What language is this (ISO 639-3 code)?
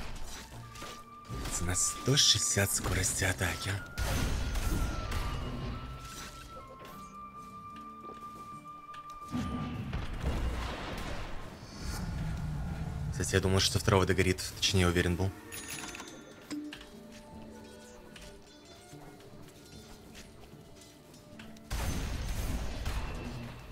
rus